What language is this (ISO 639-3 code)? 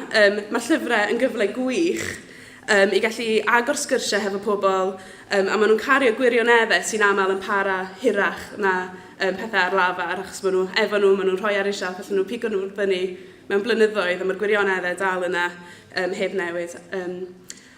cym